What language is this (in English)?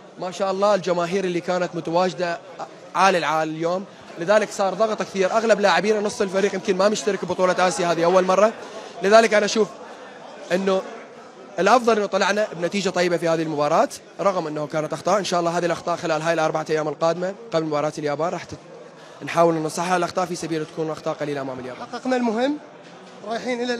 Mesopotamian Arabic